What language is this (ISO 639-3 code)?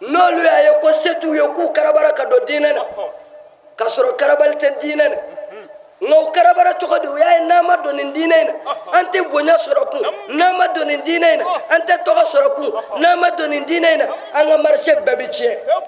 bam